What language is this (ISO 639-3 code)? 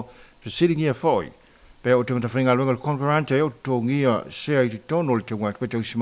smo